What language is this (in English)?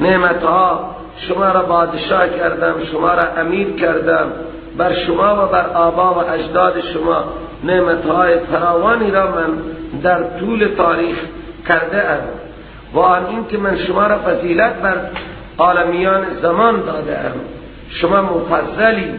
Persian